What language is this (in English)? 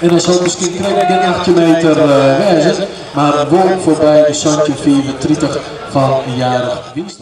Western Frisian